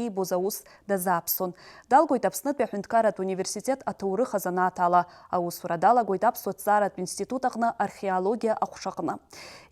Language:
Abkhazian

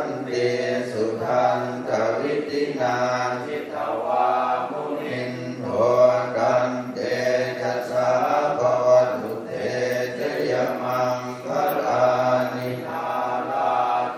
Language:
Pali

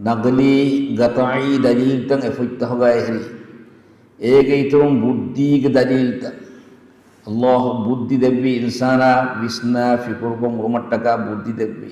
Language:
Divehi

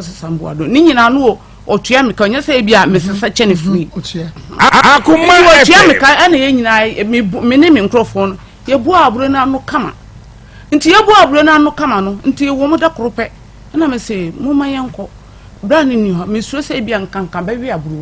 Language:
Akan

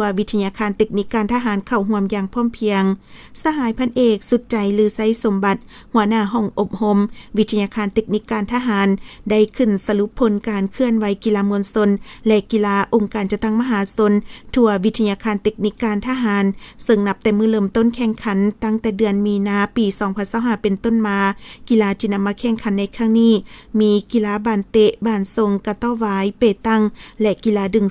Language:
Lao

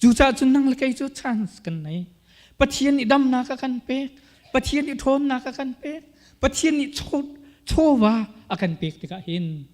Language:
Hakha Chin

